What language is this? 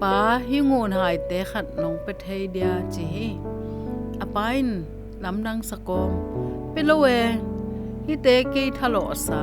Tedim Chin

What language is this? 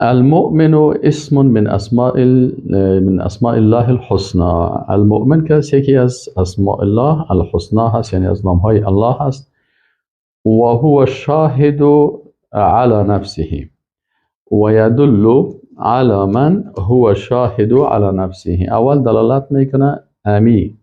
Persian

